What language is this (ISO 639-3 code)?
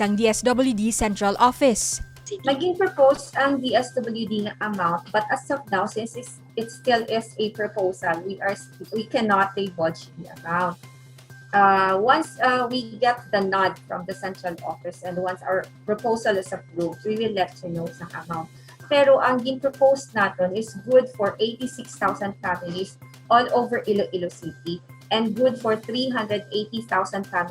hil